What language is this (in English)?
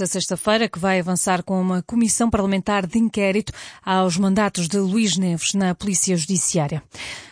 Portuguese